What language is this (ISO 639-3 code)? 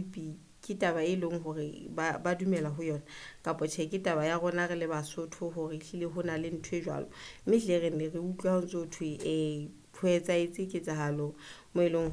sot